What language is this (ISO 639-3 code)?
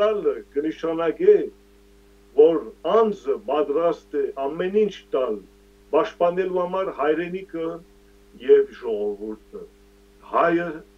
hyw